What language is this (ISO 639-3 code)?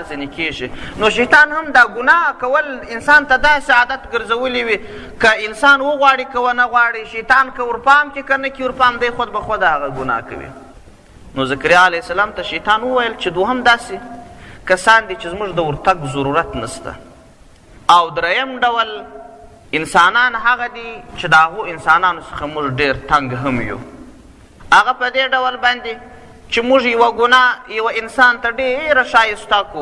pus